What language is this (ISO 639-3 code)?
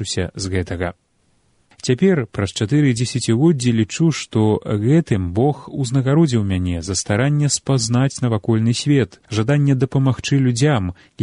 bel